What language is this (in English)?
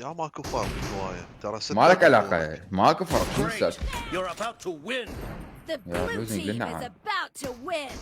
Mesopotamian Arabic